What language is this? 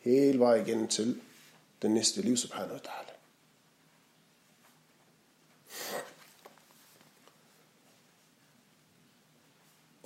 Danish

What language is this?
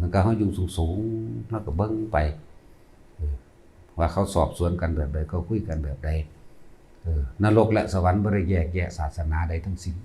Lao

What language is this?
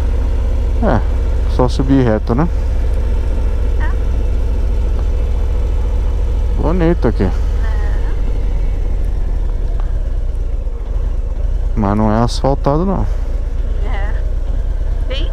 Portuguese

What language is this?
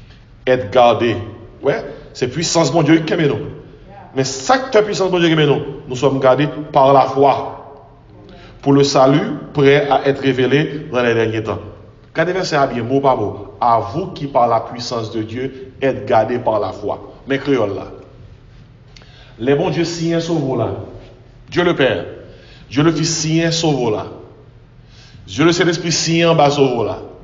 French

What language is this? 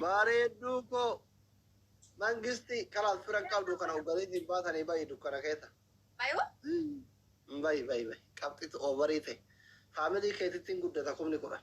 Oromo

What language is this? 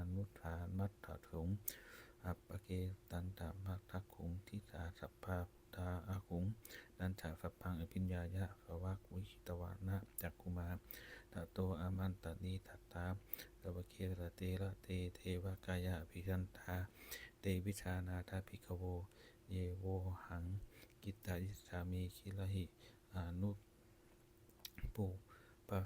Pali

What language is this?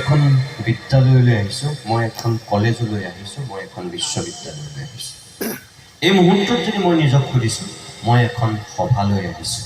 Assamese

